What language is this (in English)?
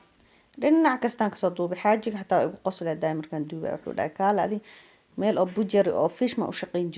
Somali